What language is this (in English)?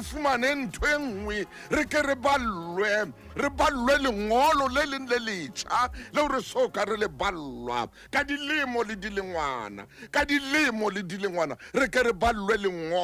Southern Sotho